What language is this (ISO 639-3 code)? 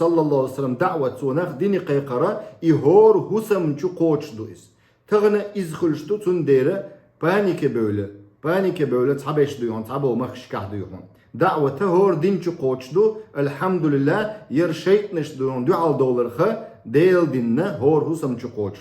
che